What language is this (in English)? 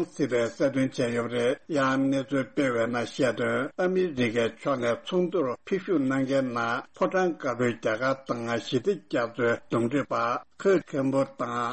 Tibetan